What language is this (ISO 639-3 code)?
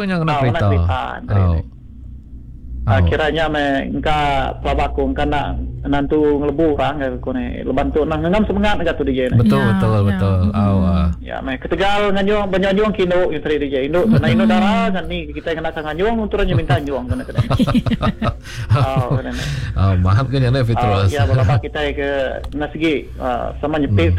iba